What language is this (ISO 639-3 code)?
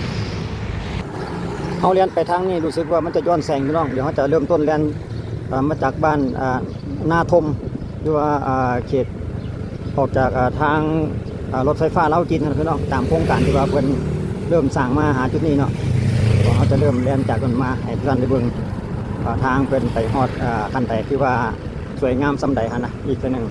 lao